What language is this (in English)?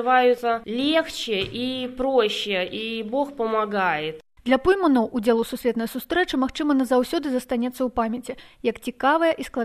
Belarusian